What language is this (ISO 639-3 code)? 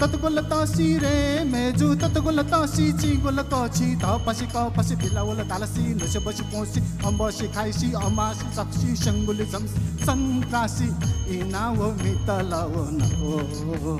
new